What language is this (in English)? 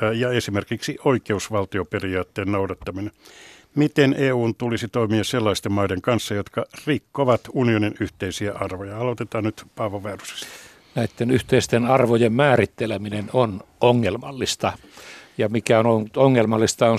Finnish